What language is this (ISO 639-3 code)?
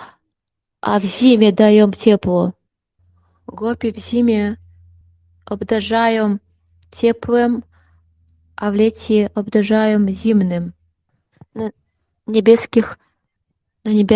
pol